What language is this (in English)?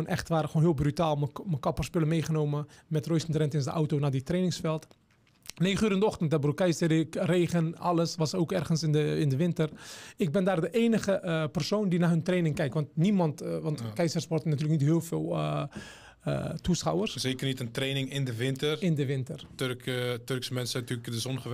Dutch